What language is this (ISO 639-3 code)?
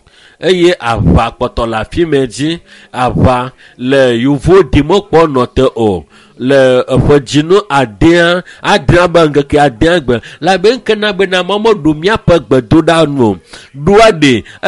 ewe